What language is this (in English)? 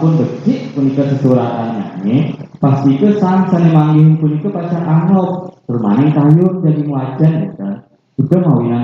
Balinese